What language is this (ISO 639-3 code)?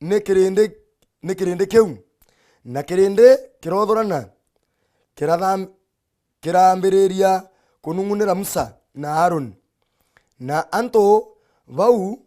mer